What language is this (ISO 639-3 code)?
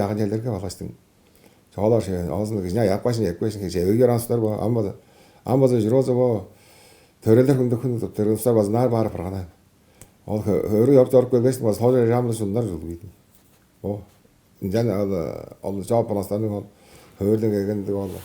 tyv